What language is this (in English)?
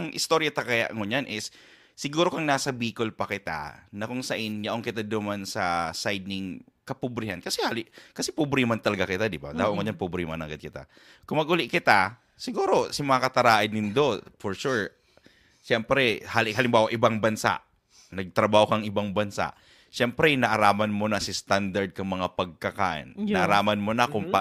Bikol